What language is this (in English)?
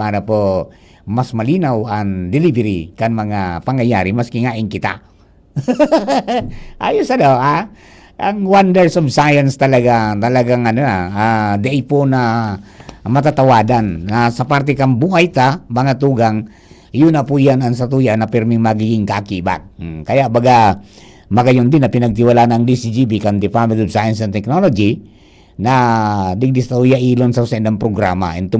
Bikol